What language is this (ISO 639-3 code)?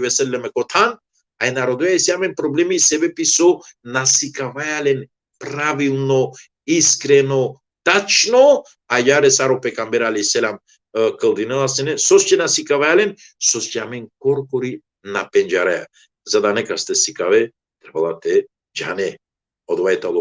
rmn